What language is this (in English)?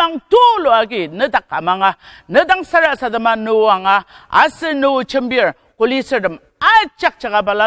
Ao Naga